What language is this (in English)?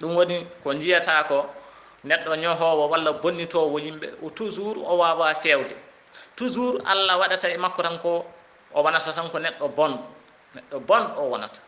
Fula